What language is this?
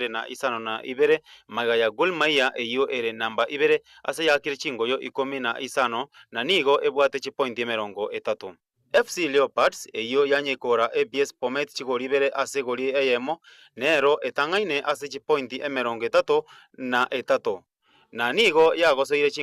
Gusii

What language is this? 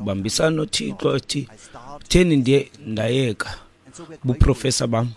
Xhosa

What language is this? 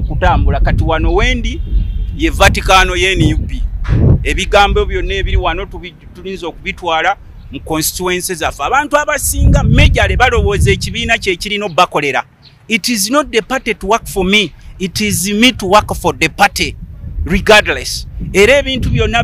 Ganda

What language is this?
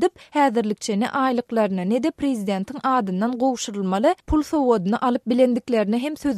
Turkmen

